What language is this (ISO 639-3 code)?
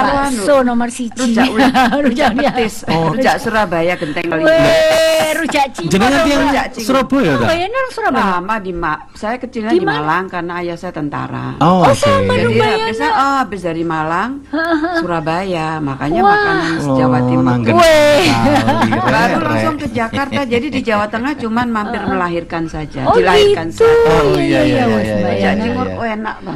ind